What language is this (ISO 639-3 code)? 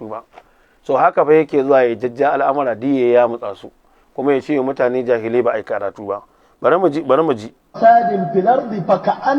hau